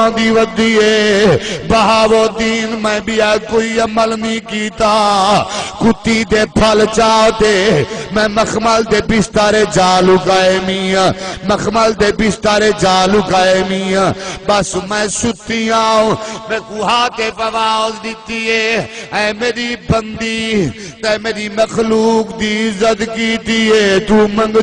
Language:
Saraiki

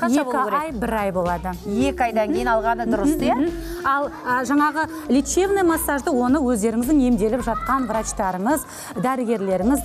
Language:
Kazakh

